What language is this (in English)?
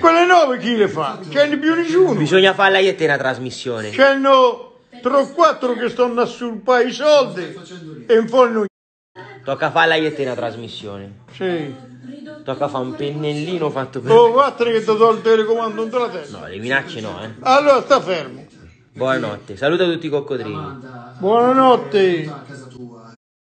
Italian